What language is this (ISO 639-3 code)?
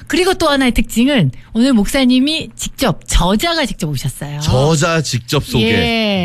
kor